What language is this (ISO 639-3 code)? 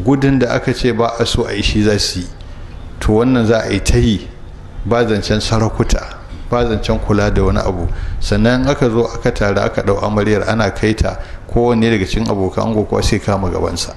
hau